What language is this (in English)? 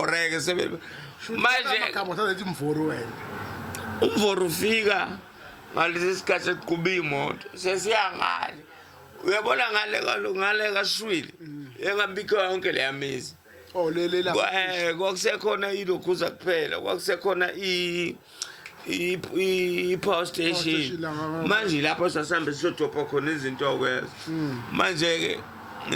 Zulu